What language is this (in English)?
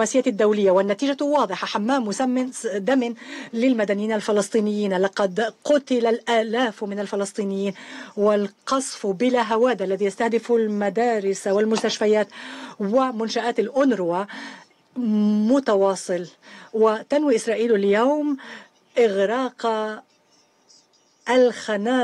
Arabic